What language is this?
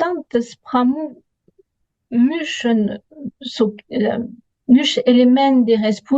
Occitan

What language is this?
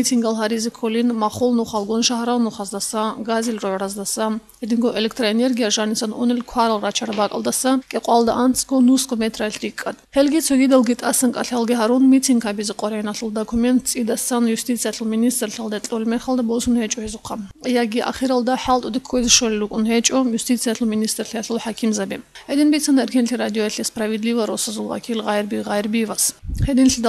Avaric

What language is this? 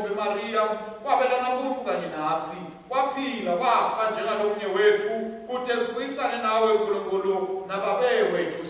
Swati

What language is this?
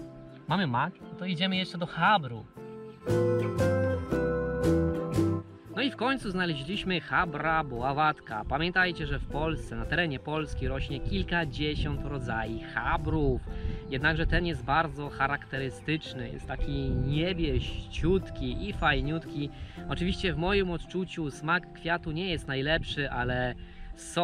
Polish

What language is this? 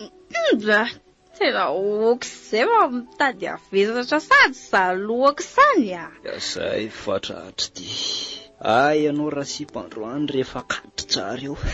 Malagasy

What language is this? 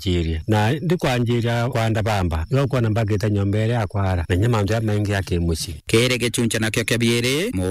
Meru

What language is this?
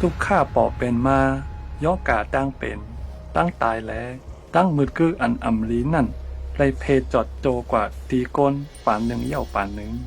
Shan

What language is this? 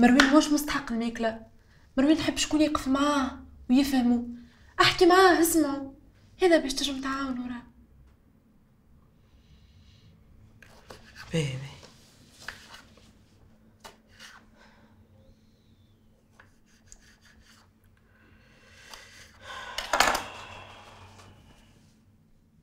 Tunisian Arabic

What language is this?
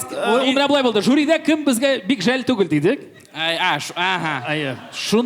Tatar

